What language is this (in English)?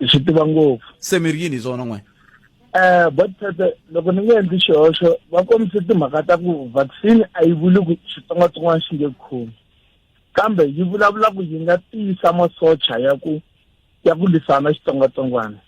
Tsonga